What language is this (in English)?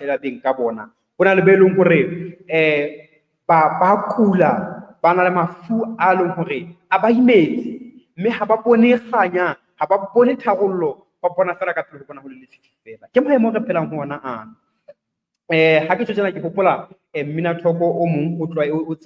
Southern Sotho